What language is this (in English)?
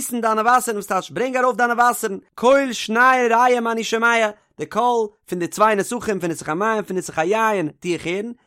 Yiddish